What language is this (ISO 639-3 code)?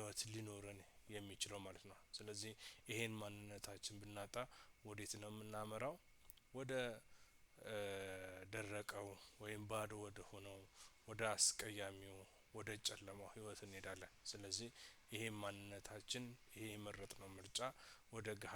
amh